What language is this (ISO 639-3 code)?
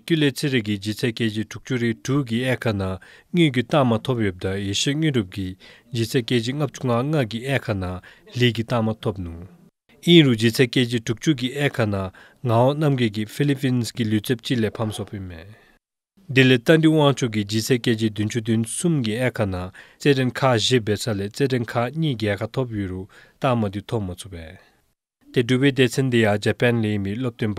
dzo